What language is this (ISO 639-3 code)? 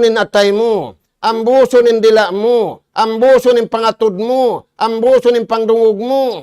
tsg